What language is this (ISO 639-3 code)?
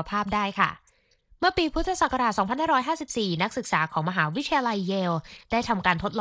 tha